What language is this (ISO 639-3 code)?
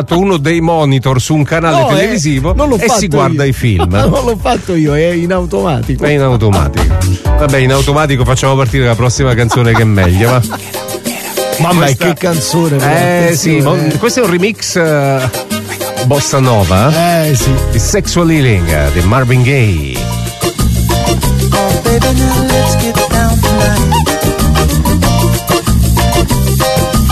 ita